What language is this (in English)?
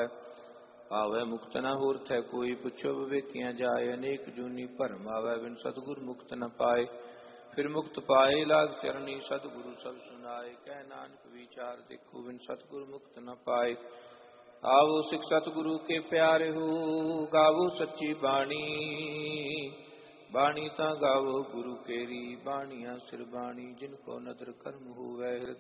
Punjabi